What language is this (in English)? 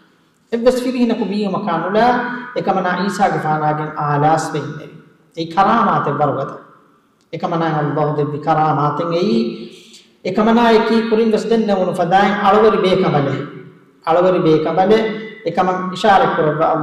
Divehi